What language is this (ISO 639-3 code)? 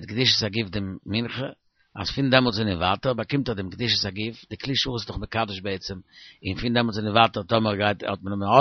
yid